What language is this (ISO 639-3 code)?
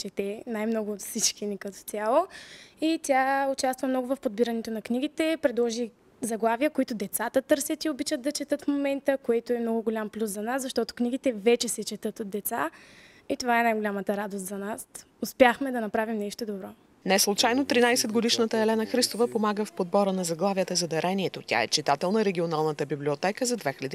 bul